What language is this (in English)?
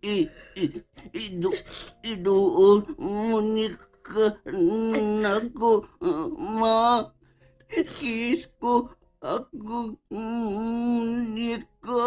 Cebuano